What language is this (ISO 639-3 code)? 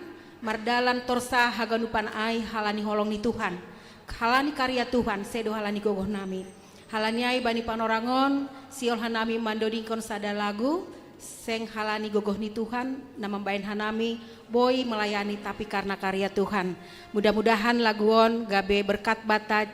bts